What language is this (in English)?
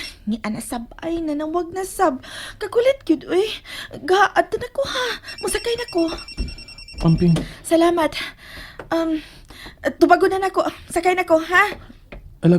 Cebuano